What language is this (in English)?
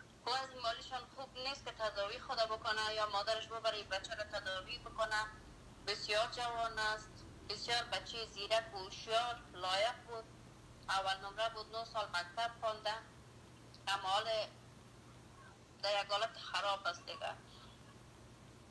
Persian